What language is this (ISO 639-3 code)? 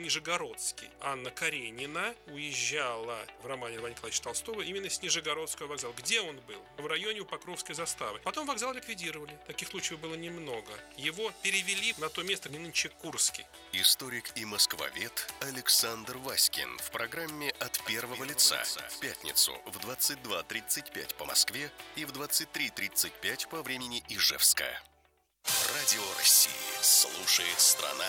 rus